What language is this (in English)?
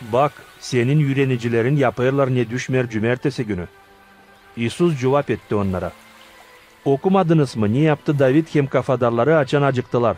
Gagauz